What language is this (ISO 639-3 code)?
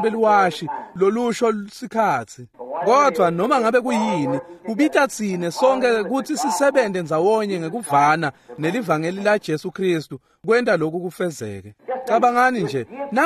ssw